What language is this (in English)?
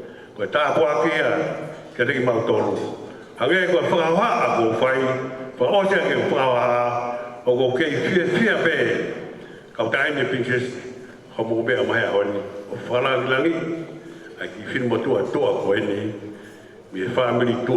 Tongan